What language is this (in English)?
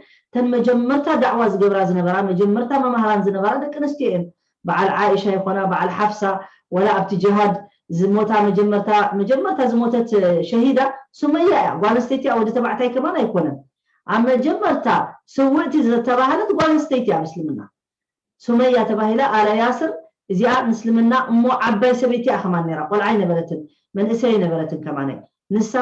Tigrinya